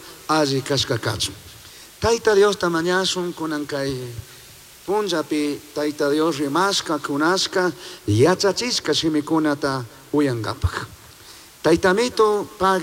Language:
Chimborazo Highland Quichua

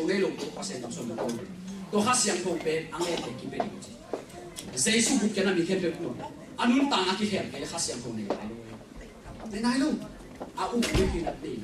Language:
Tedim Chin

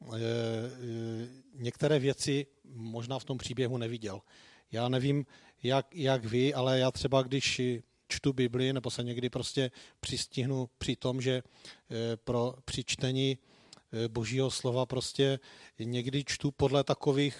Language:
Czech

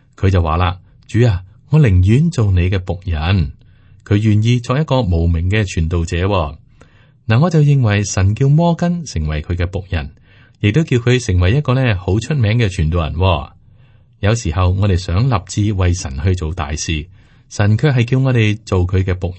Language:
Cantonese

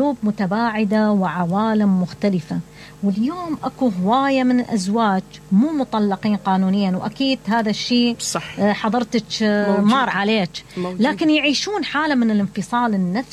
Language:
Mesopotamian Arabic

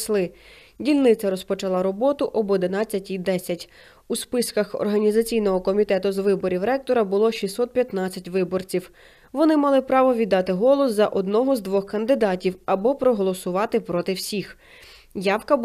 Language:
Ukrainian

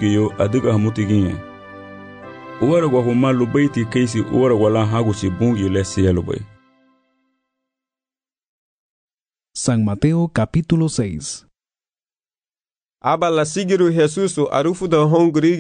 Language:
Garifuna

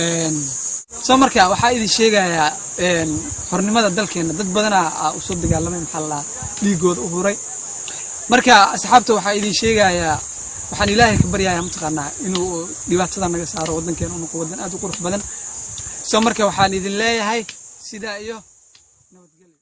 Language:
Somali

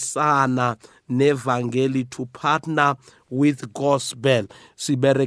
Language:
South Ndebele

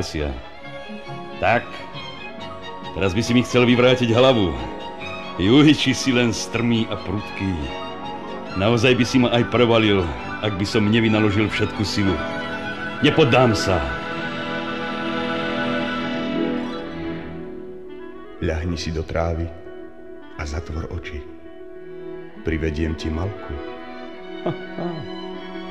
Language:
Slovak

